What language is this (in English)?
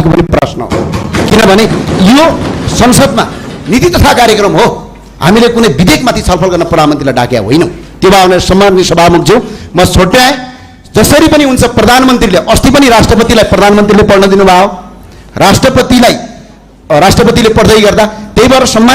Nepali